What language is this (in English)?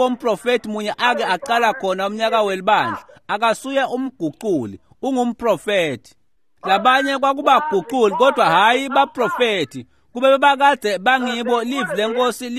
Swati